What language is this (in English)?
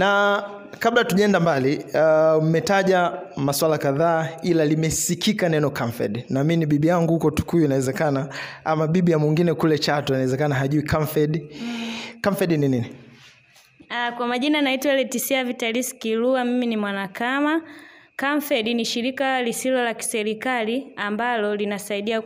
Swahili